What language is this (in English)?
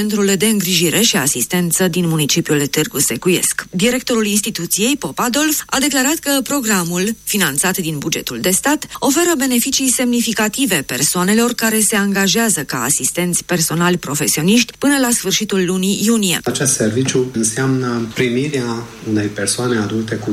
Romanian